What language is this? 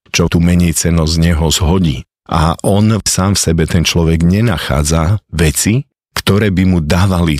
Slovak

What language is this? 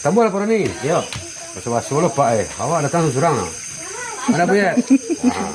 Minangkabau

